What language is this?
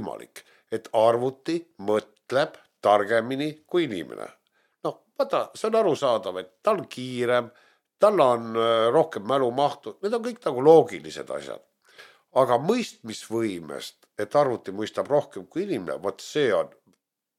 Estonian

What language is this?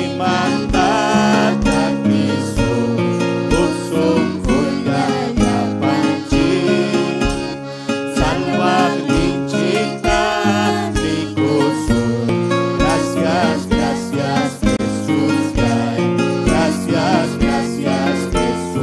Ayacucho Quechua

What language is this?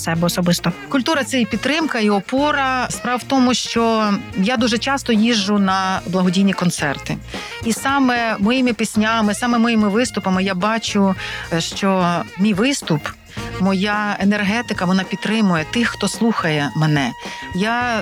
Ukrainian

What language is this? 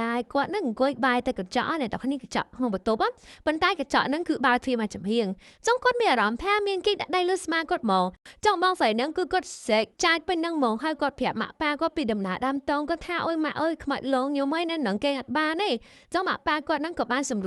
Khmer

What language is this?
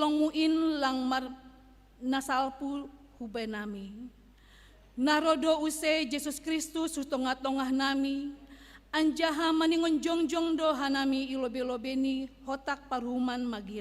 Batak Simalungun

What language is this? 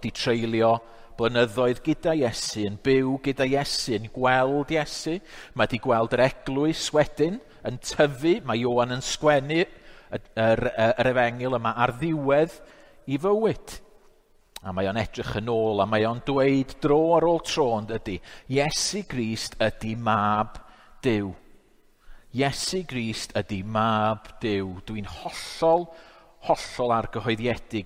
Welsh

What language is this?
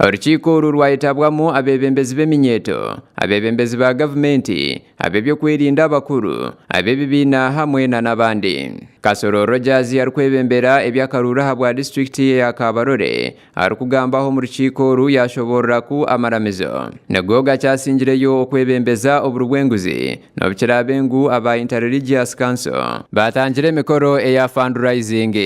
Nyankole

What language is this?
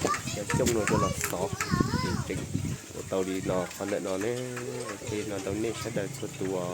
Hmong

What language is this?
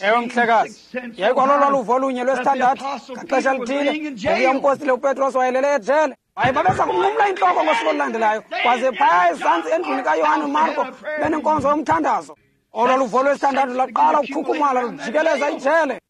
Xhosa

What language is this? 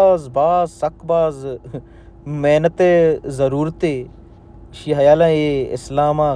Baluchi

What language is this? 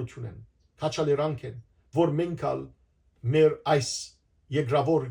Western Armenian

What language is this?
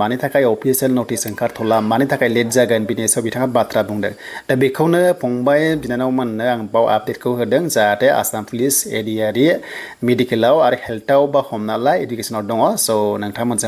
Bodo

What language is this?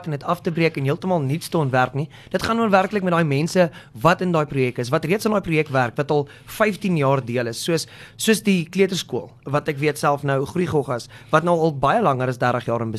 Afrikaans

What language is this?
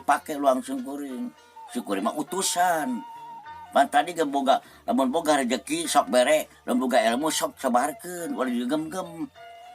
Sundanese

